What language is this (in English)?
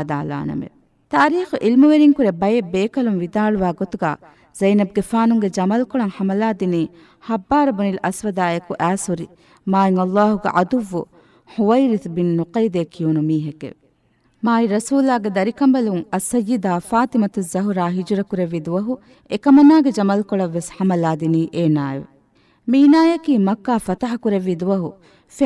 Divehi